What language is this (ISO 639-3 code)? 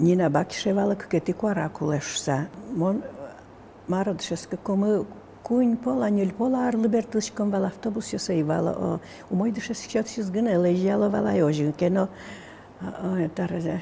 udm